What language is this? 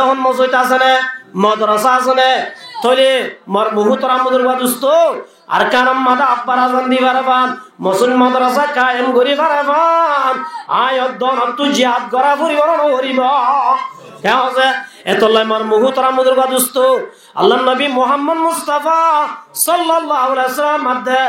Rohingya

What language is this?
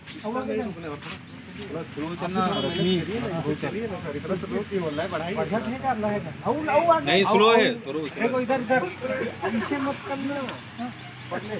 Chhattisgarhi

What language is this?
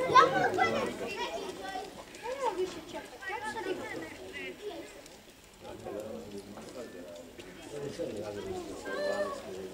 Croatian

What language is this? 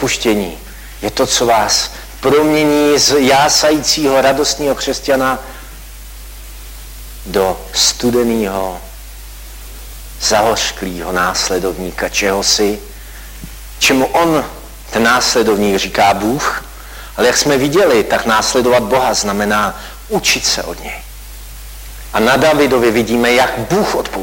Czech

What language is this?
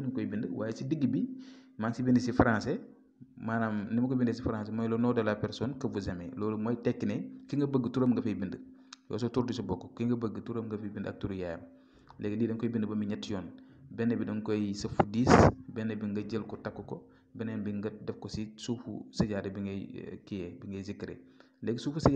Wolof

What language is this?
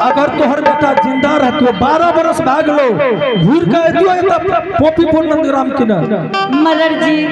Angika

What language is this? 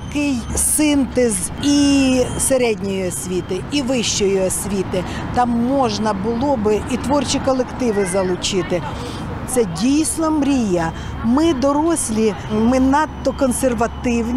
Ukrainian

